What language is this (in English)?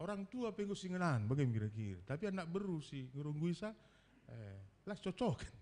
Batak Karo